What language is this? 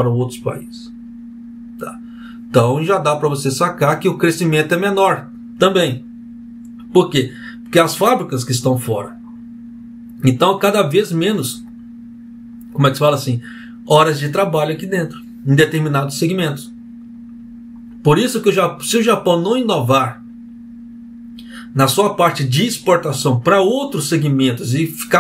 Portuguese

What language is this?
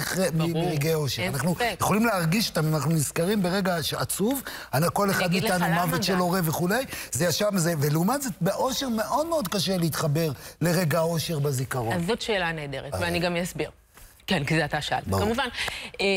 Hebrew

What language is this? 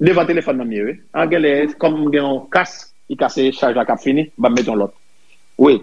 Haitian Creole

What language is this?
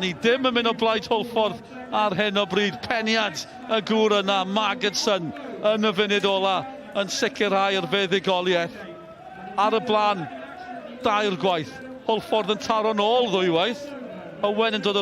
Welsh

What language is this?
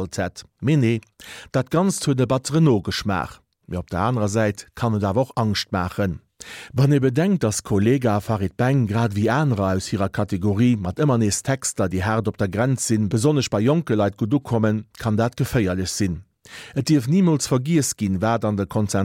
Luxembourgish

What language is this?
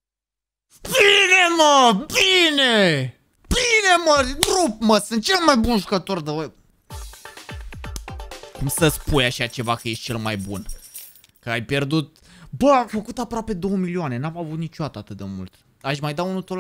Romanian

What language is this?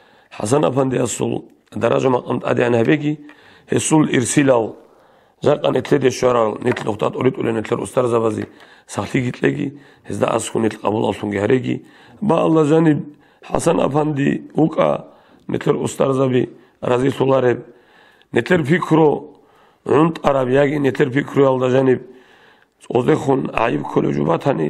Avaric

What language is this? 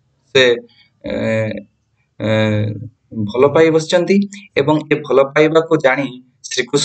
Odia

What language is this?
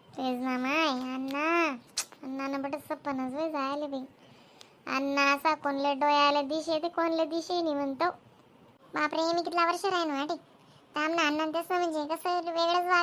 Khandesi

